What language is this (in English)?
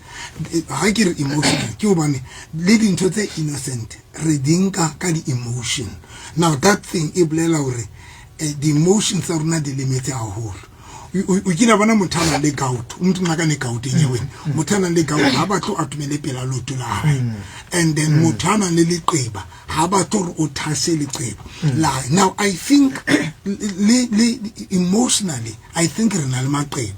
Southern Sotho